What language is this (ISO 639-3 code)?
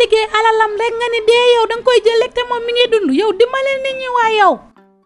wol